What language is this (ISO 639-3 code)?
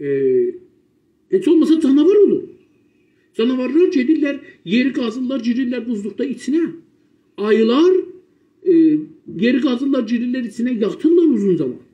azb